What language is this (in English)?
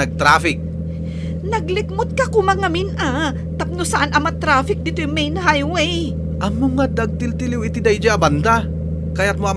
Iloko